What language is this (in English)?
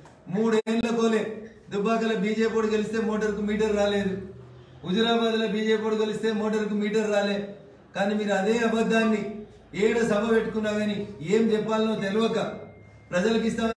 Telugu